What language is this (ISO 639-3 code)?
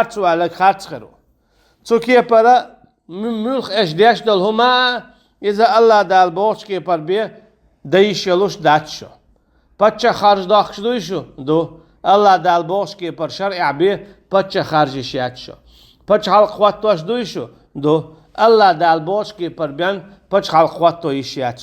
che